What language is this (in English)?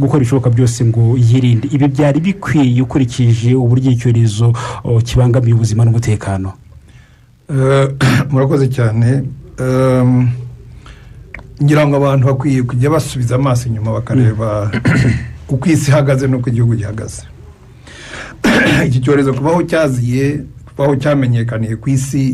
Kinyarwanda